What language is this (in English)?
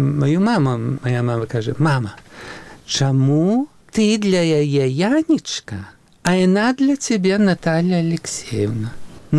Belarusian